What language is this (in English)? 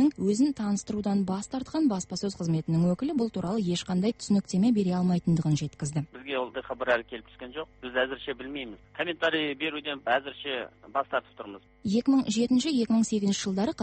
Kazakh